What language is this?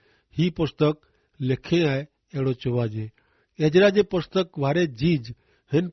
Kachhi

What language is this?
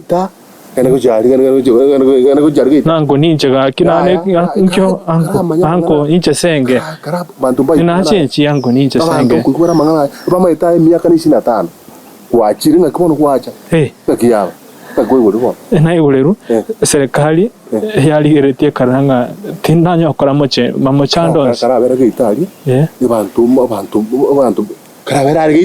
Gusii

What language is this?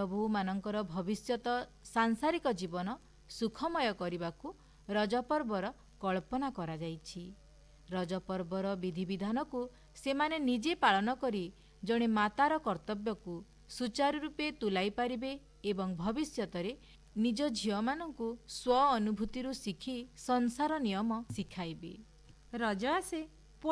Odia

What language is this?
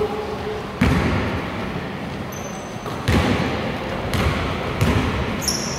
Greek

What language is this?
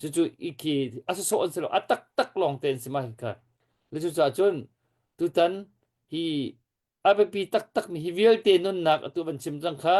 Hakha Chin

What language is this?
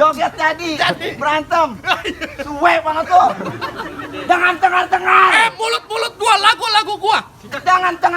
Betawi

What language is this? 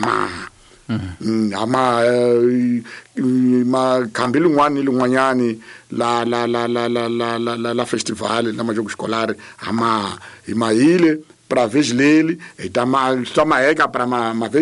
Tsonga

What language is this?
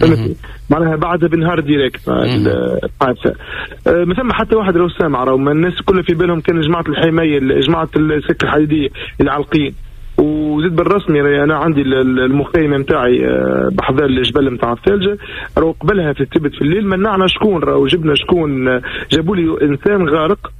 Tunisian Arabic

